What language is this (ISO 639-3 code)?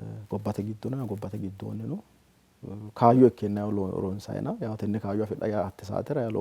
sid